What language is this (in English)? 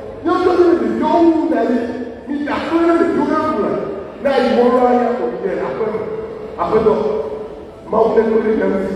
Ewe